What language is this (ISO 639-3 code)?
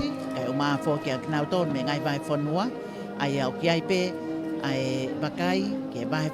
ton